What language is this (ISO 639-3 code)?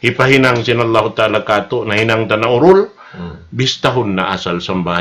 tsg